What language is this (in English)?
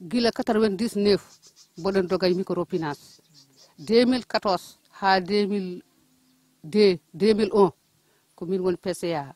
Fula